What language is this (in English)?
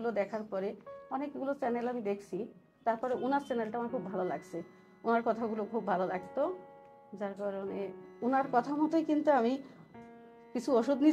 Bangla